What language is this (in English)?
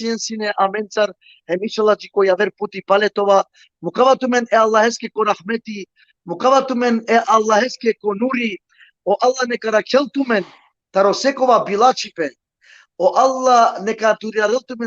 Balkan Romani